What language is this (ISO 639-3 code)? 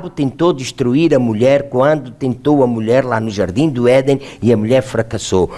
por